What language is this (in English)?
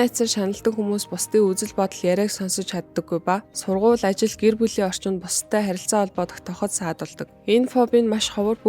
Mongolian